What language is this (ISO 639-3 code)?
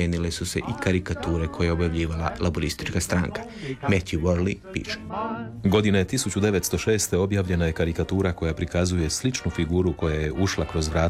hrv